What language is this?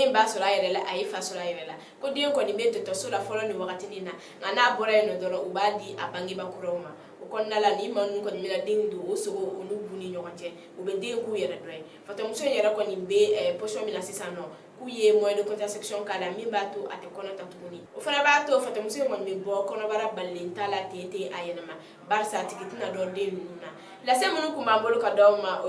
Bambara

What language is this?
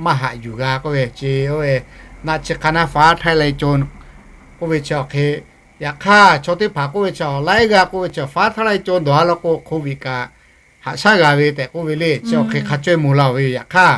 Lahu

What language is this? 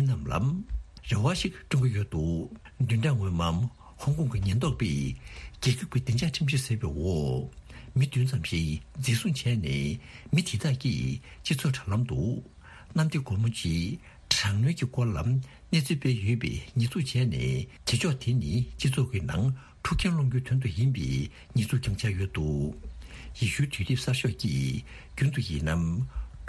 Tibetan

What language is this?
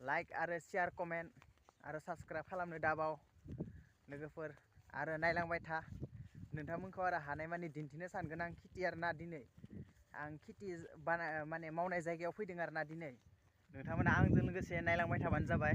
Bodo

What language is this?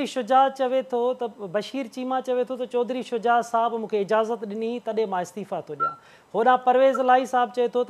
Sindhi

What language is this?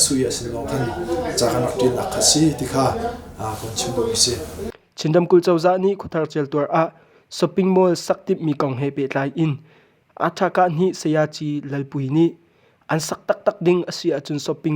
Hakha Chin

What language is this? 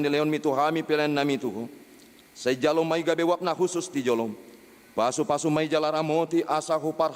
Batak Toba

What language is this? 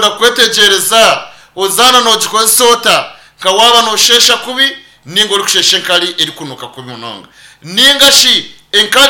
Nyankole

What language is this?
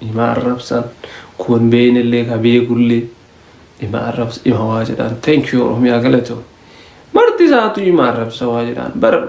Oromo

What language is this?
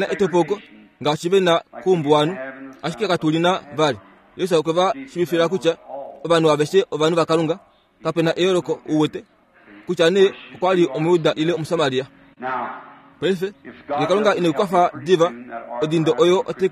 Kuanyama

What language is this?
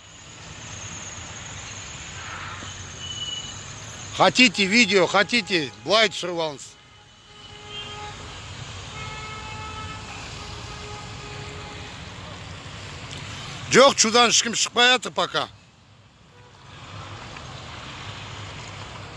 Kazakh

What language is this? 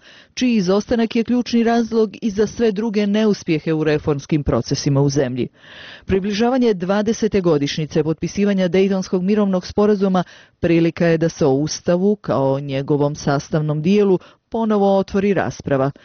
Bosnian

